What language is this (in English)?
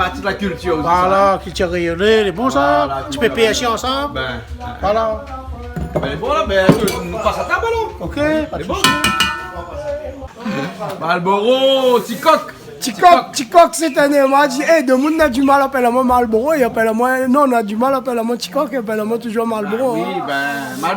Réunion Creole French